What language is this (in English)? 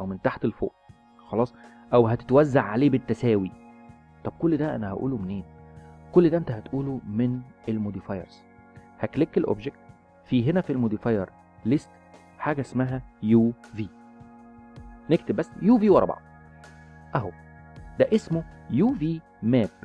Egyptian Arabic